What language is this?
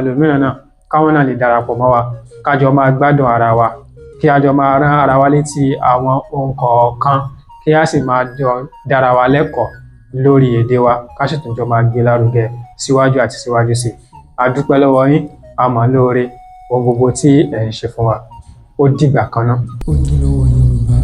Yoruba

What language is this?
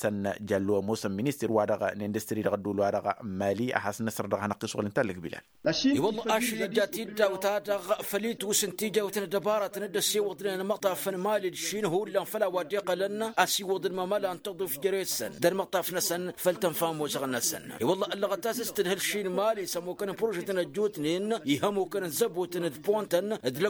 Tamasheq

